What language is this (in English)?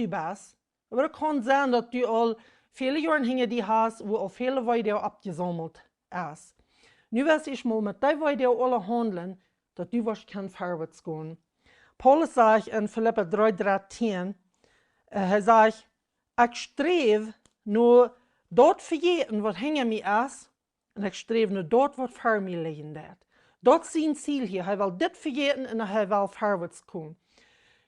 Plautdietsch